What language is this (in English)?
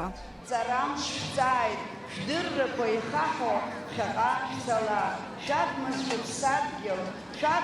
Abkhazian